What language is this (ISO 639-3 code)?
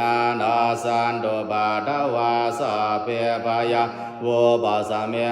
pli